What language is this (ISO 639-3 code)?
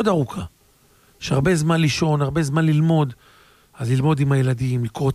heb